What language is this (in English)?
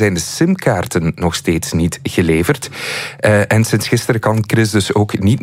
Dutch